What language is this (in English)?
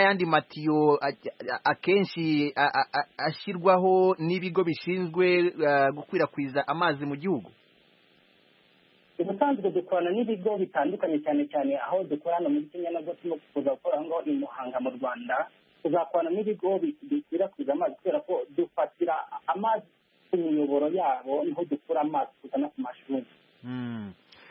Kinyarwanda